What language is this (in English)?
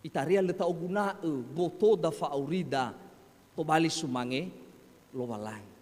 Nias